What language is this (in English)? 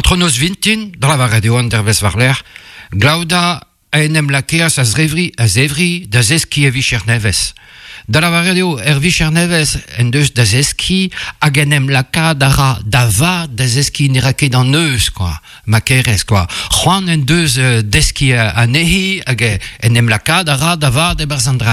Breton